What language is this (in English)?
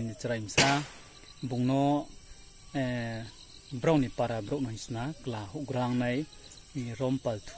Riang (India)